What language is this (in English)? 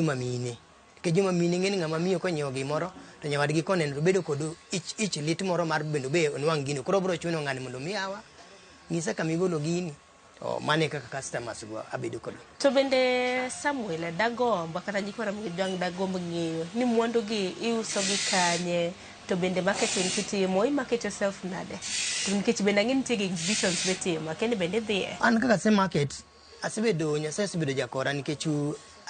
Luo (Kenya and Tanzania)